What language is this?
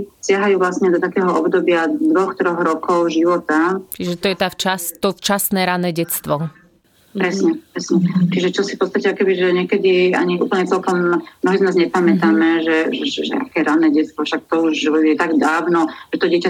Slovak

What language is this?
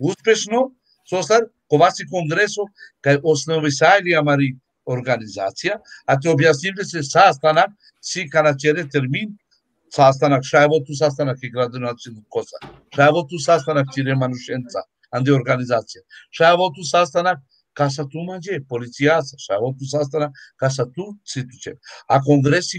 Balkan Romani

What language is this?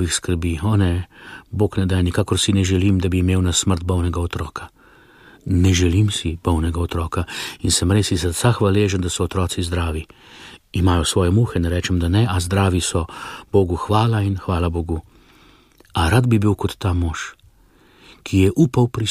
Slovenian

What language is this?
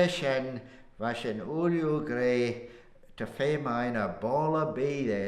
Manx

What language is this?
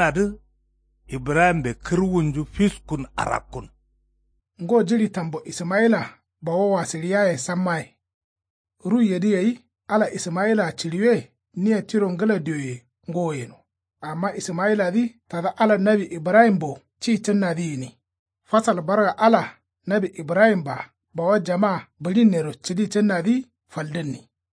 Kanuri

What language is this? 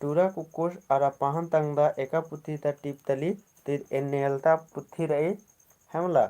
Kurukh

